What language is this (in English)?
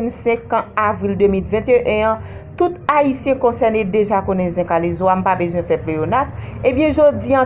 Haitian Creole